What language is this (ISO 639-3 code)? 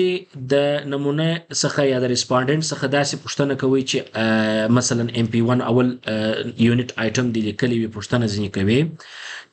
pus